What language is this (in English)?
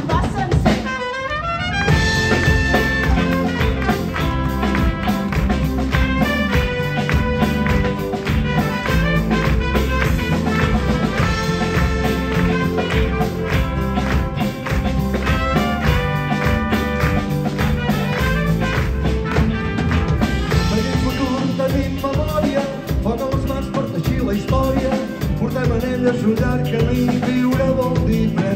Catalan